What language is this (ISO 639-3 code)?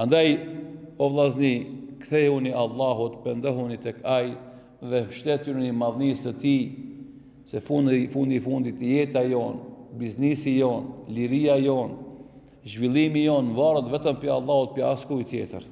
sqi